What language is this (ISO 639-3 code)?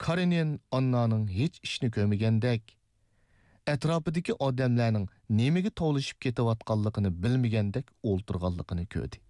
uig